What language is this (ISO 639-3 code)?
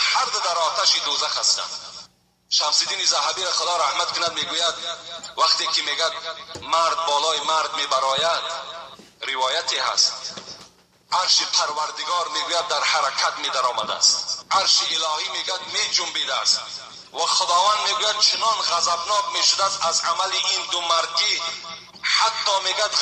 tgk